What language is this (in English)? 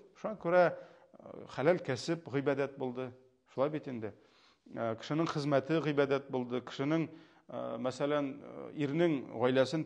Tatar